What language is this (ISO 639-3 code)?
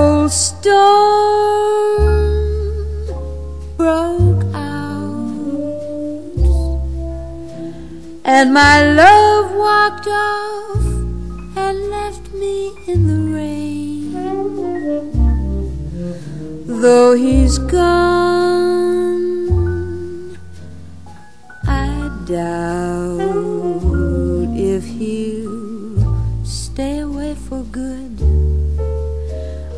eng